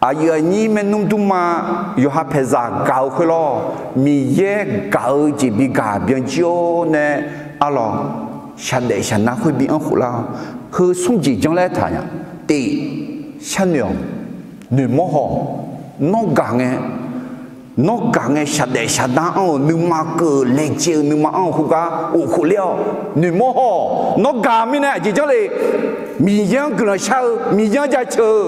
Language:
Akha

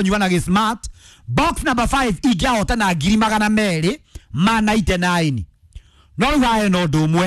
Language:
Kikuyu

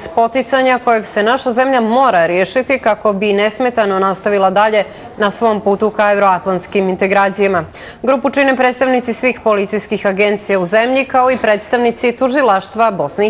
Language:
Bosnian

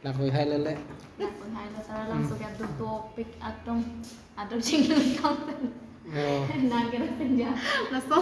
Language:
Karbi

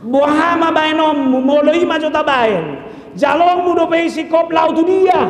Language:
Batak Toba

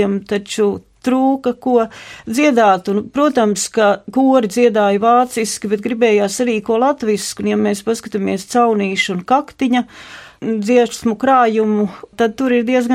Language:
Latvian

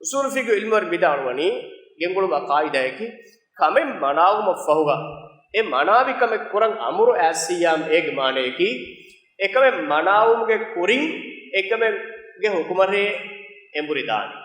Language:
Divehi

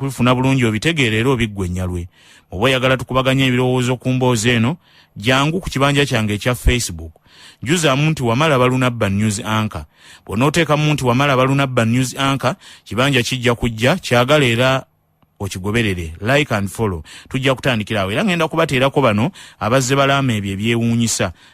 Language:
Ganda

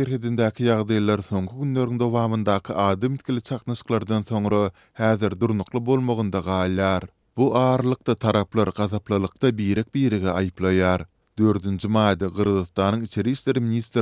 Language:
Turkmen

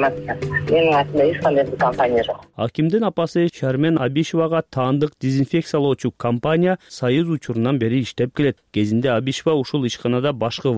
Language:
Kyrgyz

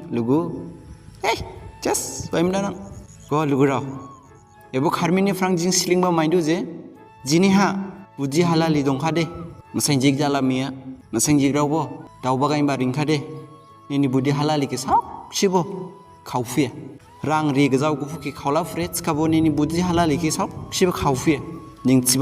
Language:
Dimasa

